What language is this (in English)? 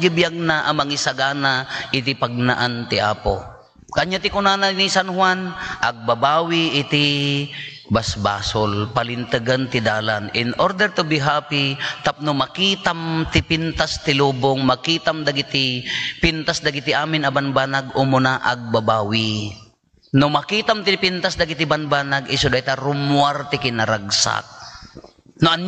Iloko